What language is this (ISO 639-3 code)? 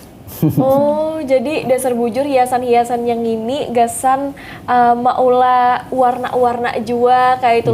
bjn